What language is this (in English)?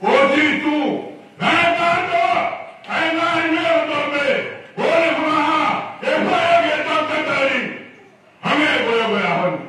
Tongan